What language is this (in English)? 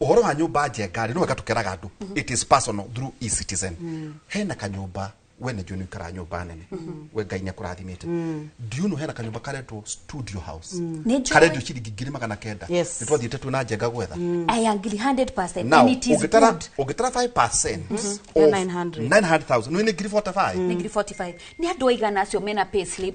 Kikuyu